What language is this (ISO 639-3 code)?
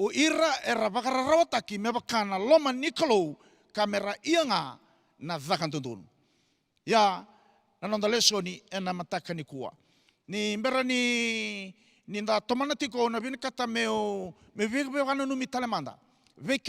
fij